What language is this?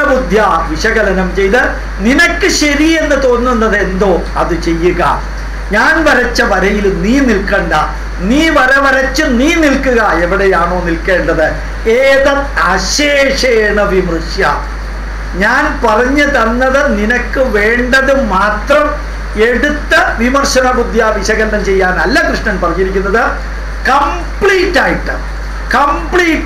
Malayalam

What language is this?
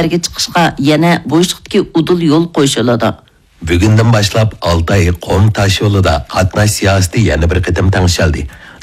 Uyghur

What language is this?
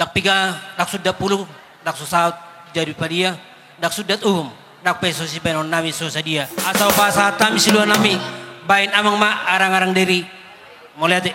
Batak Toba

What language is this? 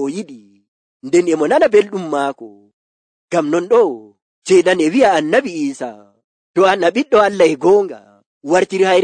Nigerian Fulfulde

